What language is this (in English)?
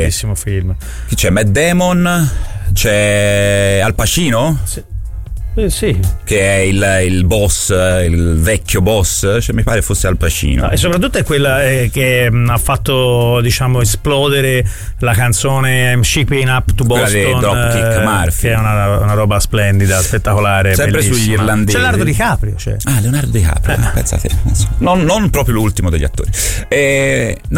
Italian